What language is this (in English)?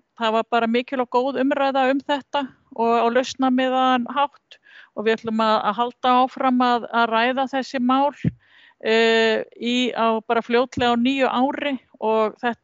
Icelandic